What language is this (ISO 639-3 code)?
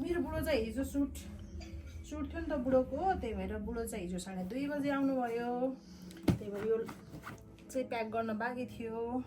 nep